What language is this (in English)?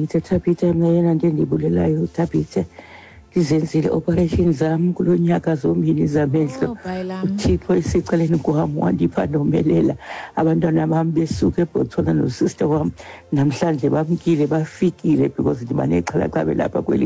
Xhosa